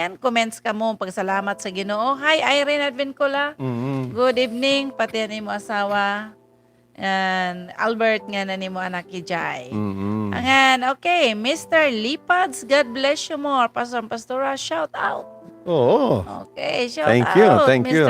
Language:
Waray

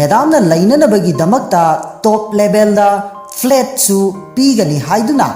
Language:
Manipuri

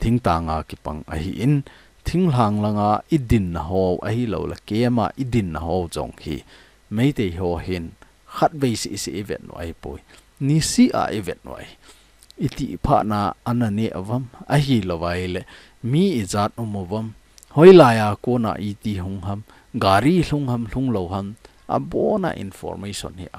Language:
Thado Chin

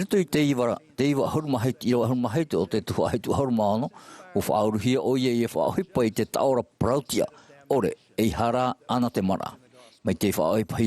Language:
Tahitian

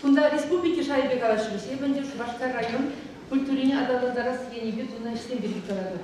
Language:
Chuvash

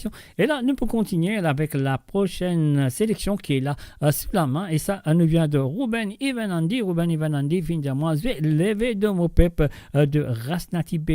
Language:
Morisyen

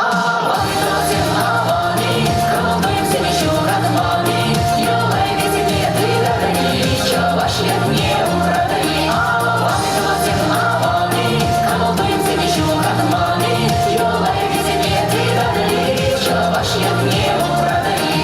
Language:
Chuvash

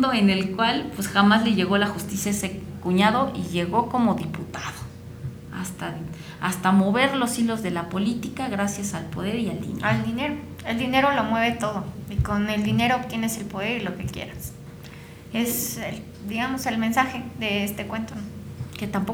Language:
Spanish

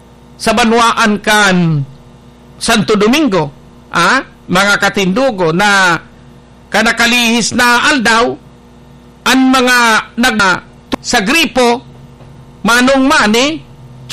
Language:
Bikol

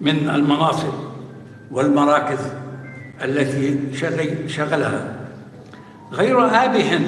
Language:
North Levantine Arabic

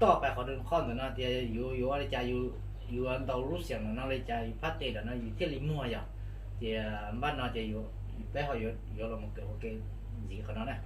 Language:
Hmong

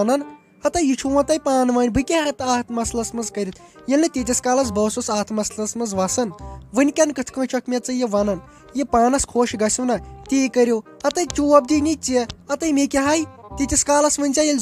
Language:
Kashmiri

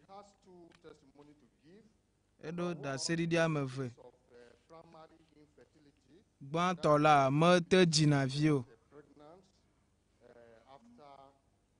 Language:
Ewe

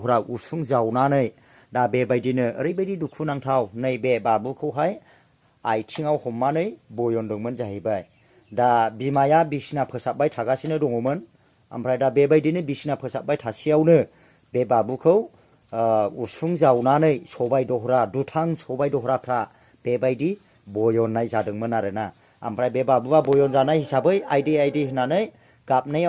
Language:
Bodo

